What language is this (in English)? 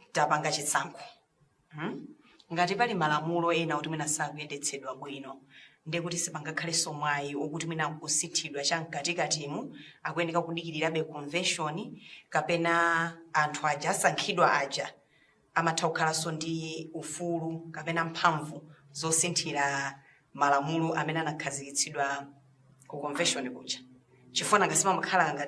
Nyanja